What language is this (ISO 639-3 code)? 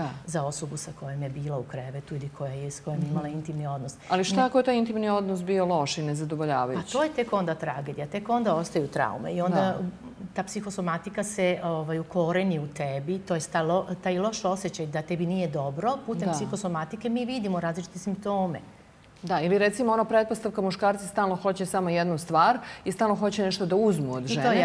srp